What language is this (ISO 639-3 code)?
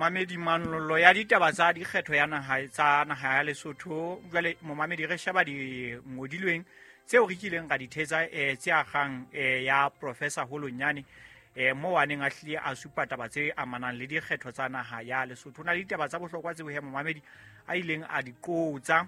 sot